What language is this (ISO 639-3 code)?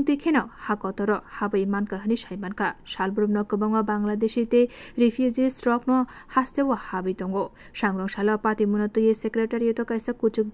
trp